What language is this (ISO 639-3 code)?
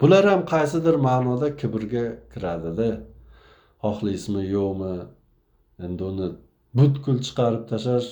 uzb